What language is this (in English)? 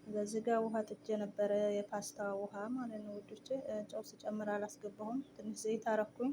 Amharic